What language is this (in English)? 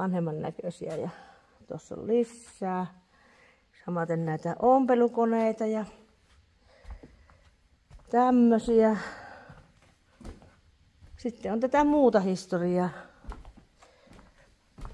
Finnish